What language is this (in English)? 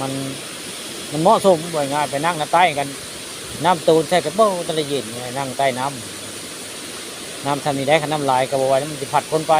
Northeastern Thai